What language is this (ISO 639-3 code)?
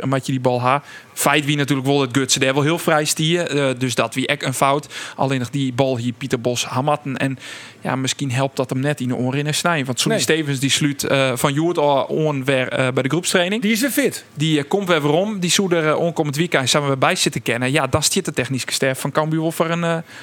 fry